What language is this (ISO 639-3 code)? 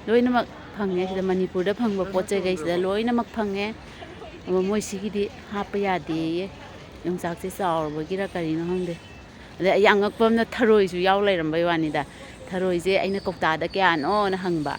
mni